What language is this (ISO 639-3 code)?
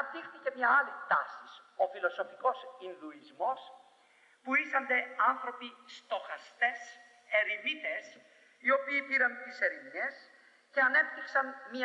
ell